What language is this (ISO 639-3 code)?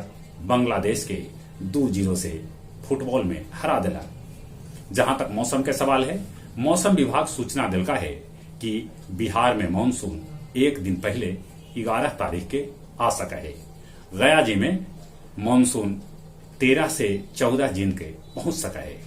mag